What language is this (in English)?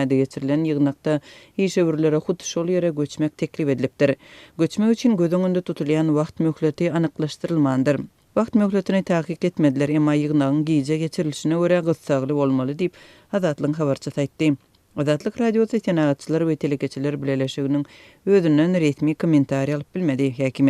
Turkmen